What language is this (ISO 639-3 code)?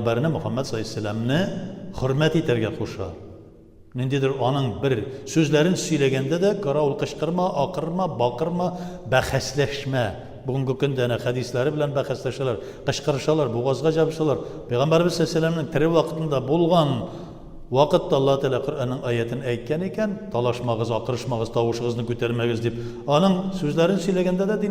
tat